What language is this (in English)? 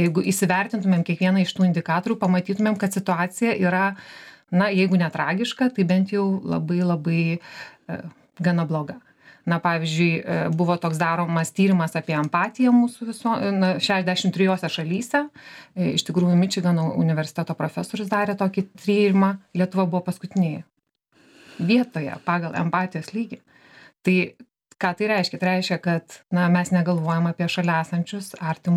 Lithuanian